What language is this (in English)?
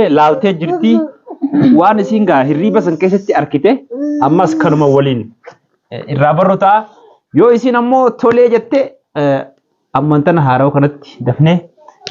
Oromo